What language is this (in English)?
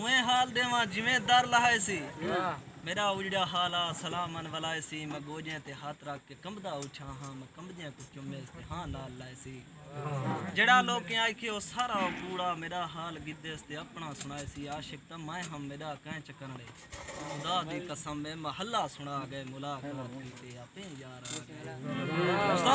Saraiki